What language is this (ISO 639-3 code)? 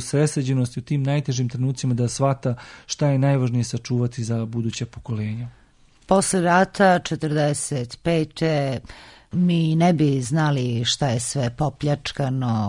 srp